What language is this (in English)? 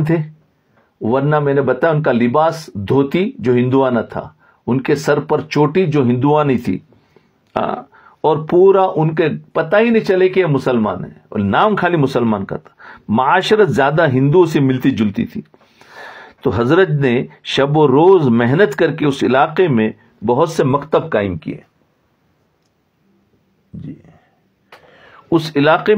Urdu